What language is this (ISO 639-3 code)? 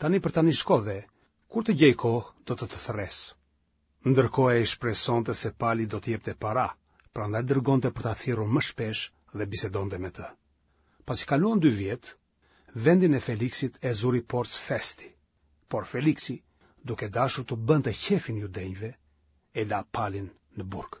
sqi